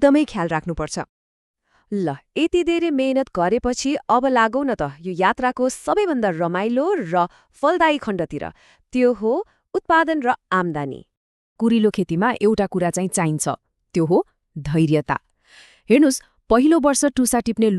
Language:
Nepali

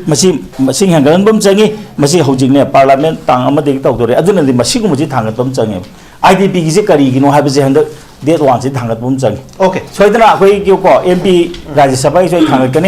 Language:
Manipuri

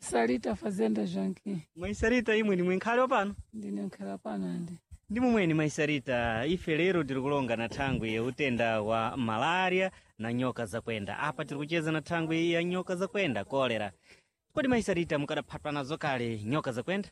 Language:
Sena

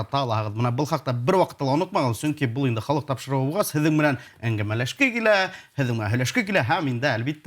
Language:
Bashkir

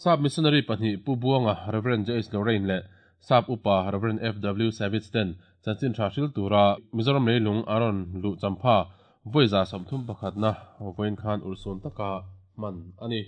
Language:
Mizo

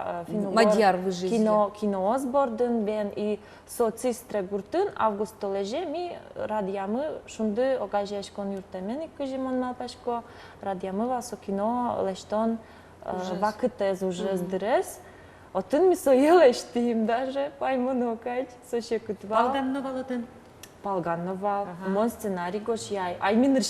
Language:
Udmurt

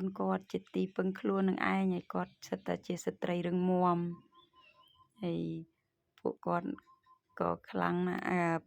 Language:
Khmer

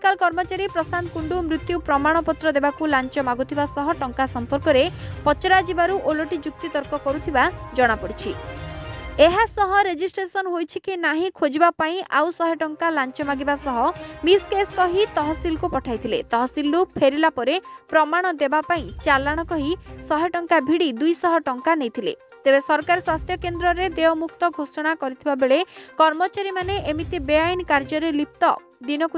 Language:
Odia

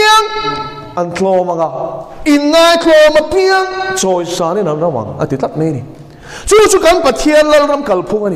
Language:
Mizo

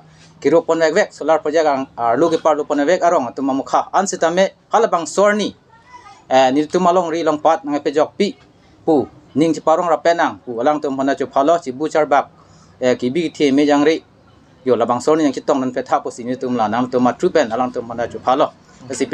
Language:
Karbi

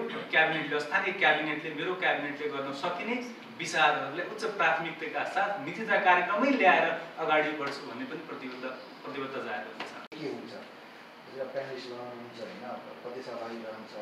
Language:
Nepali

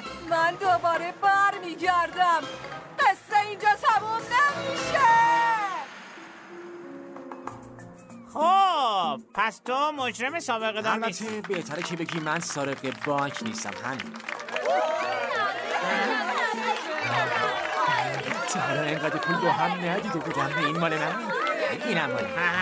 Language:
Persian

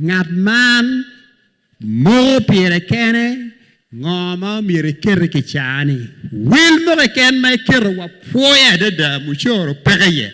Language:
Acoli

